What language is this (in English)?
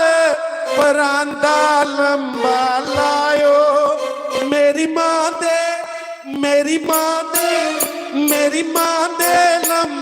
Dogri